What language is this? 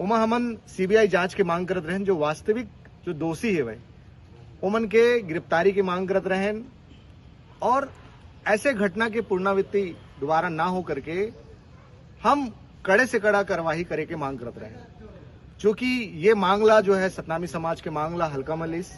Chhattisgarhi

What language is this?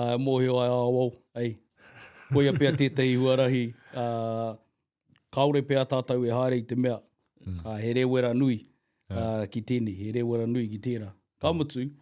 Māori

